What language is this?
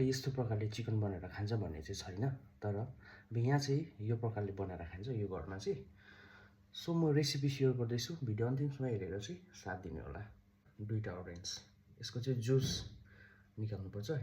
Nepali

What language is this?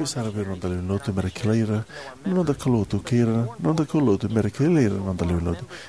Fijian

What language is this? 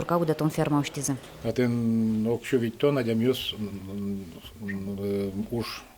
Udmurt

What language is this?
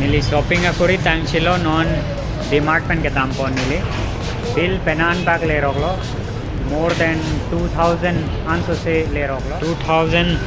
Karbi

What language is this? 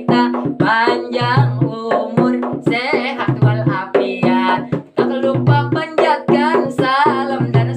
Banjar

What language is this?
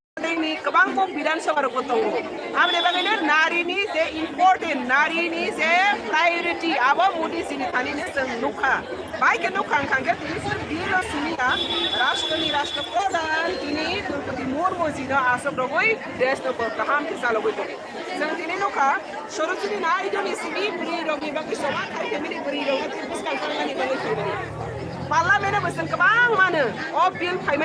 Kok Borok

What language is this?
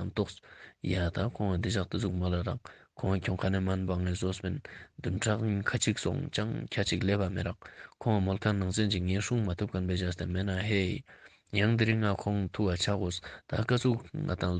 Ladakhi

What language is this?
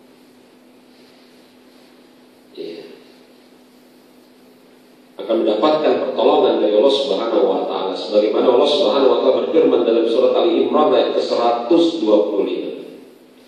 Indonesian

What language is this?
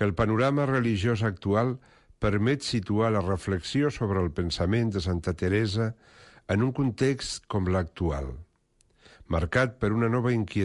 Catalan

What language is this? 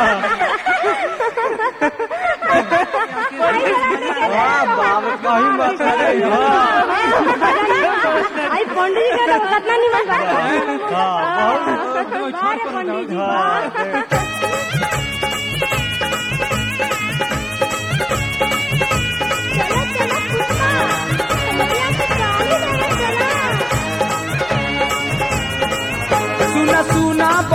Bhojpuri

